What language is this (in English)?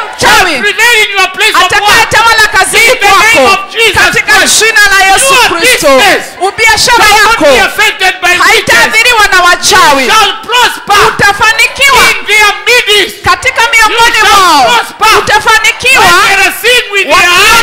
Swahili